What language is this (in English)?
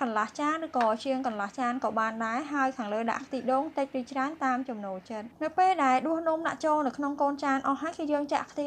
Khmer